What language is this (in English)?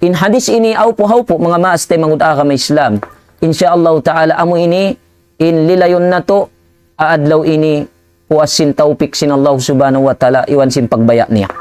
Tausug